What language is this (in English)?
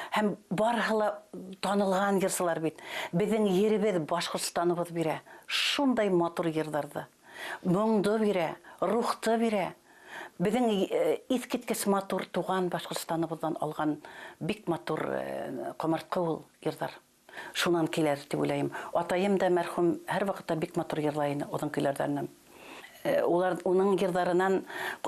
Bashkir